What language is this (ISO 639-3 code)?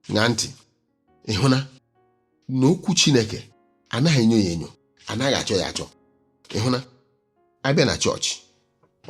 ibo